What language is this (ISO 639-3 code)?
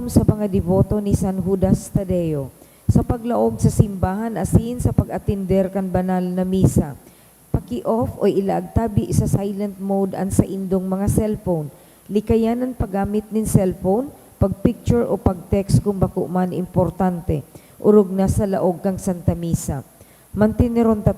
bik